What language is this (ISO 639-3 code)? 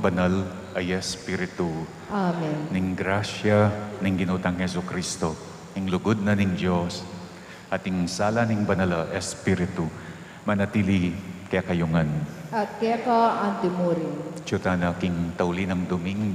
pam